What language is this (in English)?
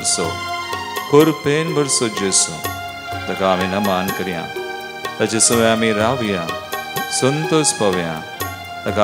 Konkani